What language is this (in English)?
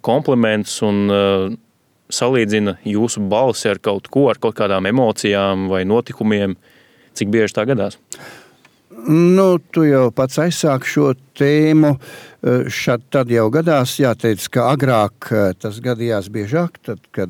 Latvian